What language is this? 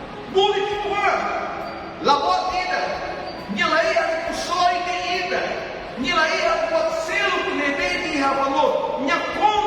Tetum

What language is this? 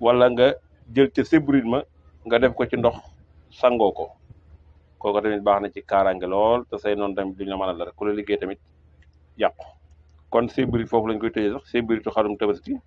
Wolof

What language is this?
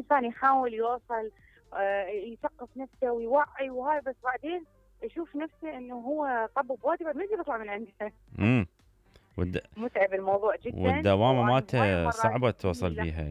Mesopotamian Arabic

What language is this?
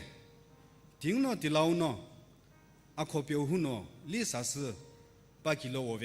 Sumi Naga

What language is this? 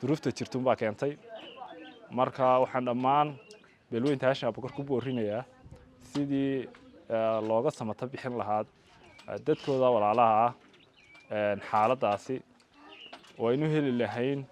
Somali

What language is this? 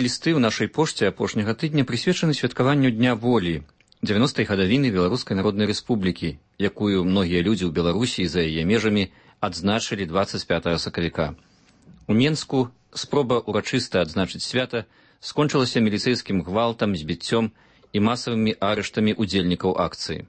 Belarusian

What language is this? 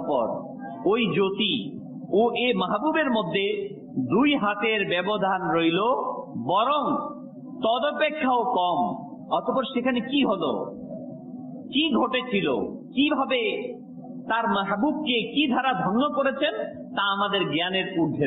Bangla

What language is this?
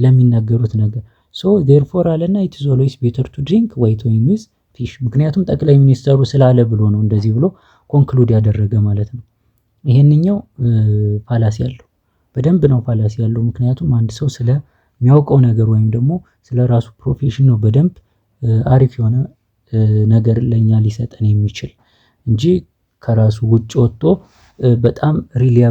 Amharic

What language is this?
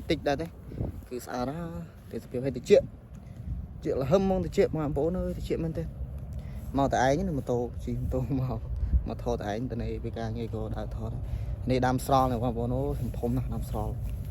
Khmer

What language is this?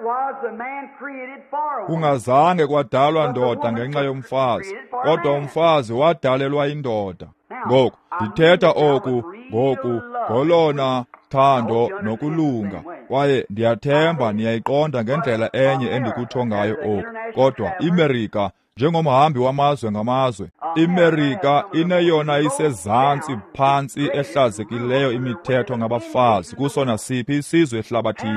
Xhosa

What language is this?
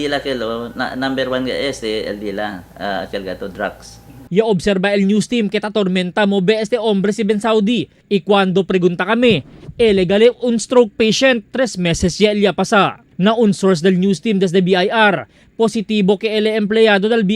Chavacano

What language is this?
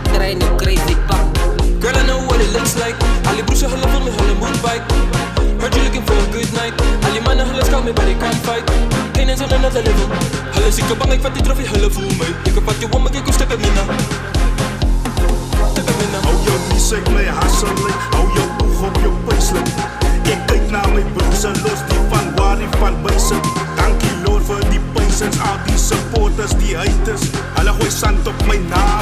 Afrikaans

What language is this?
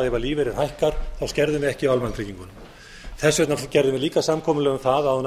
Icelandic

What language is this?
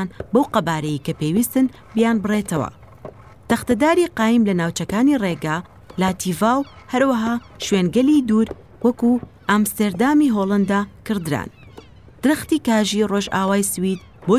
Central Kurdish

